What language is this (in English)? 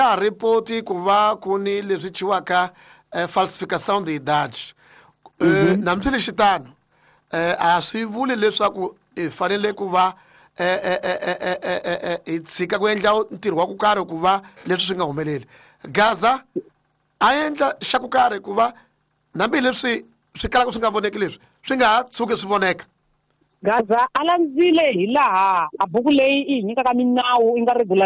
Tsonga